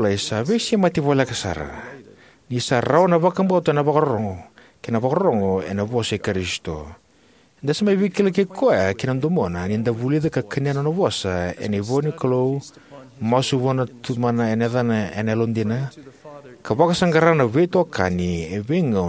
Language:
Fijian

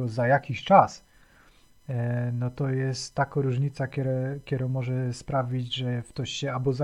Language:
Silesian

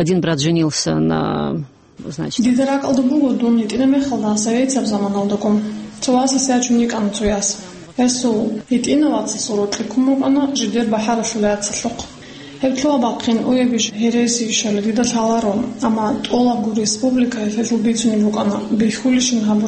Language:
Avaric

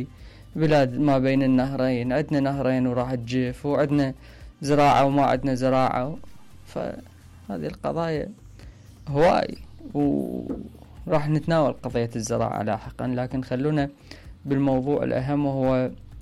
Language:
Mesopotamian Arabic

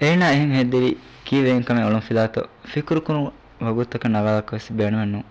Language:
Divehi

